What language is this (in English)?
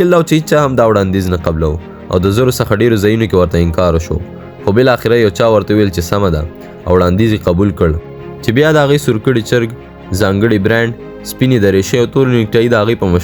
Pashto